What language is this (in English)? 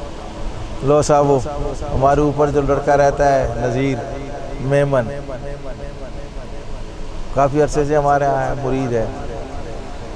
Urdu